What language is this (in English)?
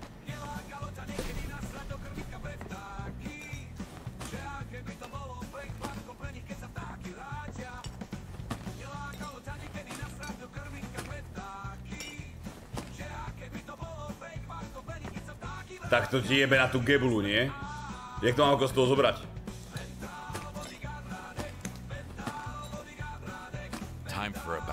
Slovak